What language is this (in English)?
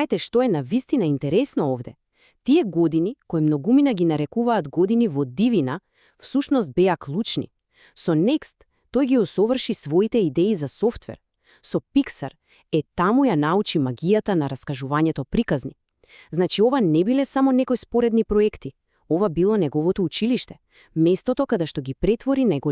Macedonian